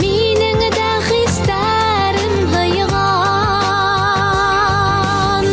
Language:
Bashkir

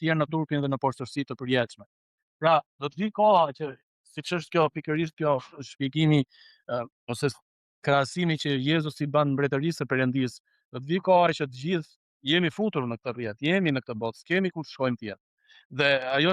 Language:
Albanian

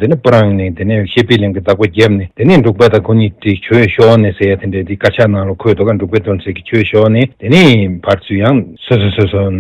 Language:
Tibetan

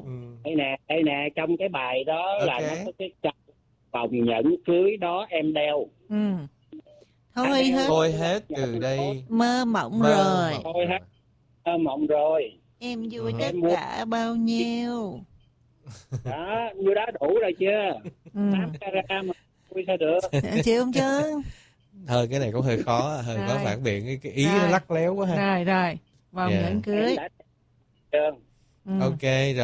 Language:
Vietnamese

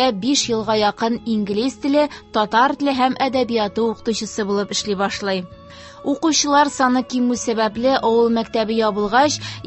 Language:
Tatar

